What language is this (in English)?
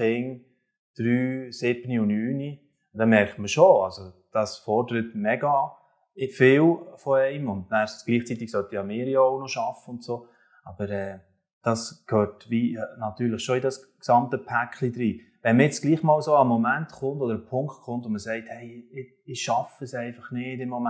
Swiss German